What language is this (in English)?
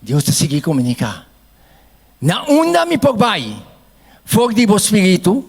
Papiamento